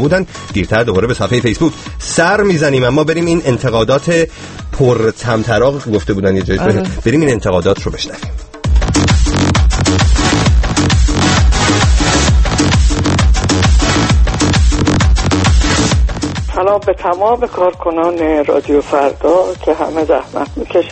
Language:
Persian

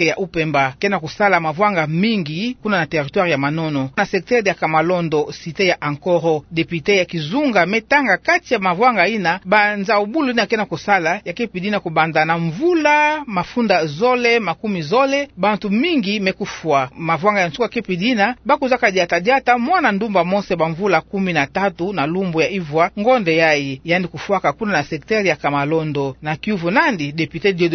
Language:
Kituba (Democratic Republic of Congo)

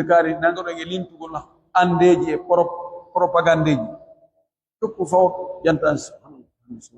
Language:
Pular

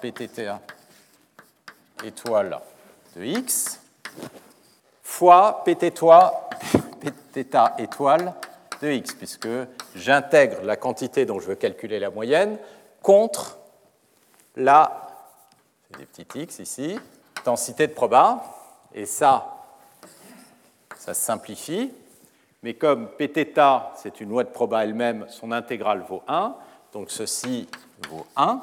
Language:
French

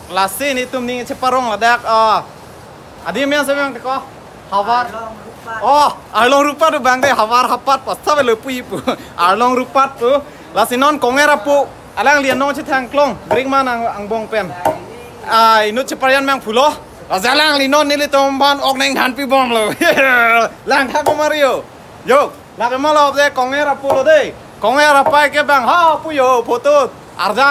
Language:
Karbi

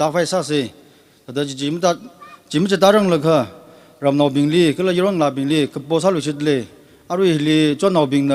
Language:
Tangkhul Naga (India)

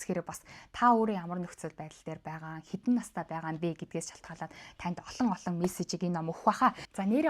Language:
Mongolian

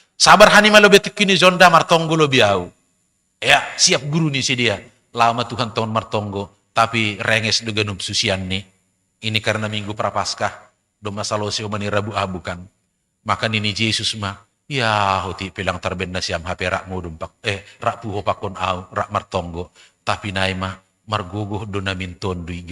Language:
Batak Simalungun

